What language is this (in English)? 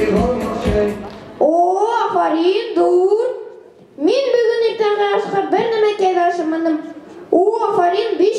Bashkir